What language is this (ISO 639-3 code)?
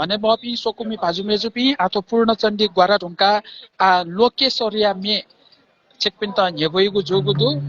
new